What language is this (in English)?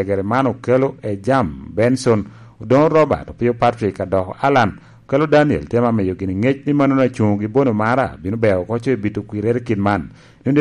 Lango (Uganda)